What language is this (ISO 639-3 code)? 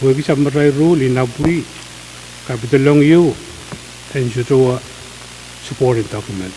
pon